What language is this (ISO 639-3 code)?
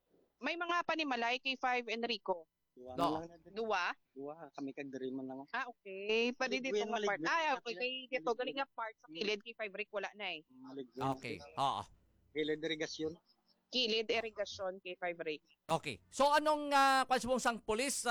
hil